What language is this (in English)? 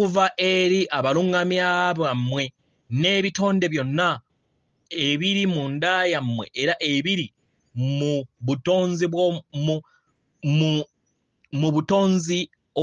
Ganda